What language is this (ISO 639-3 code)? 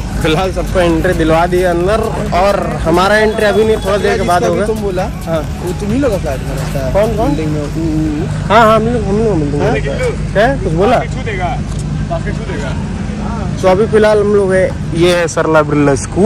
hin